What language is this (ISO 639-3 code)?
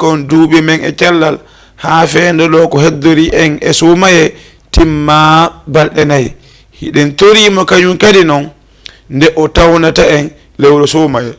ful